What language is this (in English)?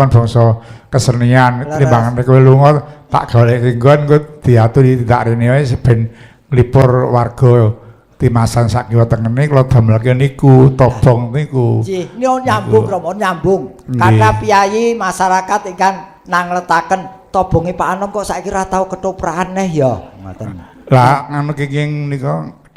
Javanese